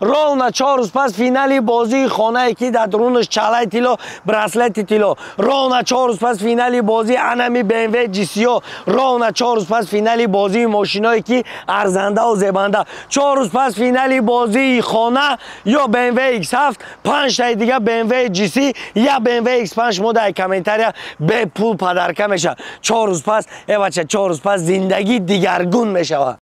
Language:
Tajik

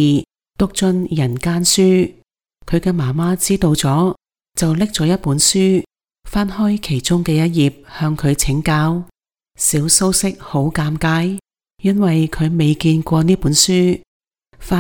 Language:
Cantonese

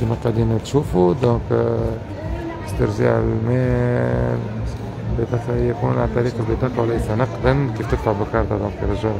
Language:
Tunisian Arabic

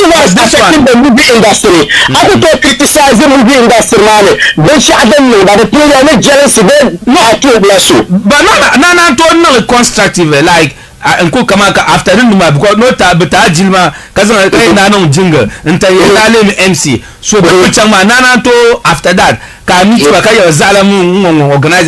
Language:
Dagbani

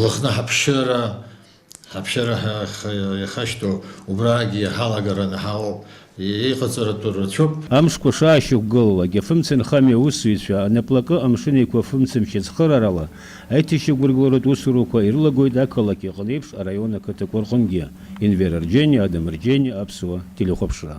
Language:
Abkhazian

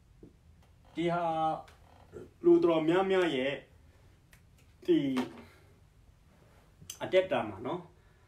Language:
Burmese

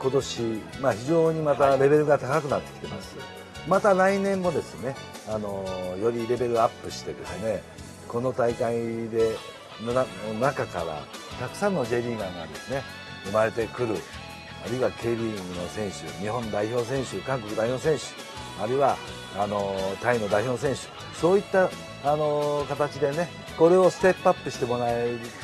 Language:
Japanese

